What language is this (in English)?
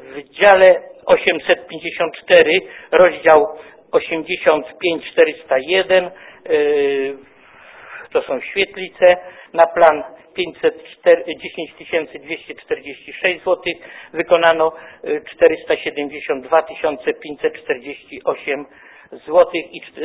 Polish